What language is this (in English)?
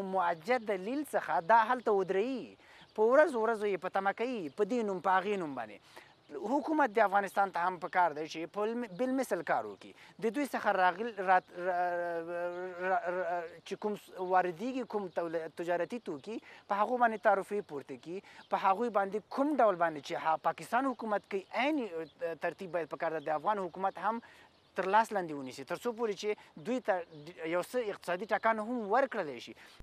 Pashto